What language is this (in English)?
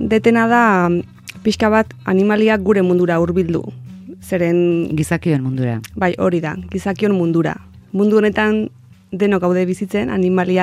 Basque